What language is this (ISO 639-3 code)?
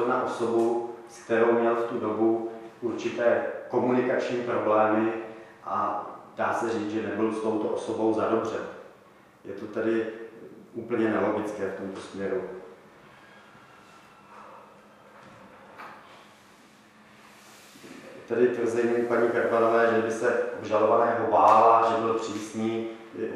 ces